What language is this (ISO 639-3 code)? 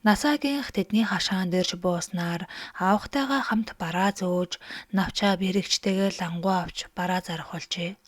mon